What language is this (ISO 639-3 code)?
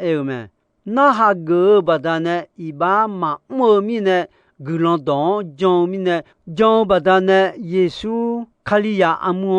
ahk